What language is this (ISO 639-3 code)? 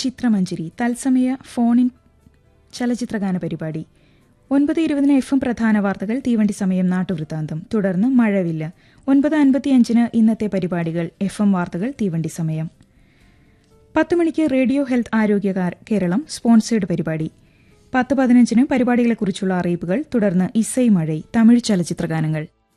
mal